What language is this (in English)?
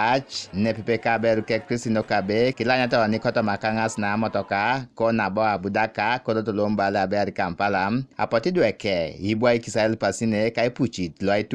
Teso